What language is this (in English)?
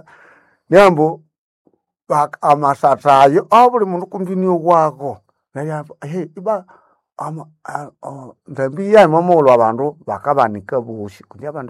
Nande